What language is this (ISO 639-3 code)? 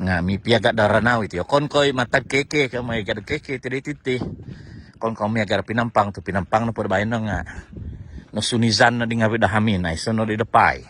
dtp